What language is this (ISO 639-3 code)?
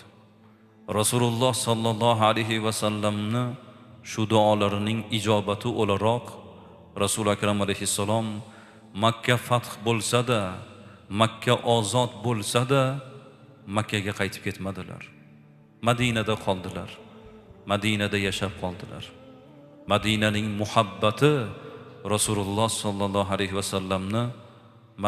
uzb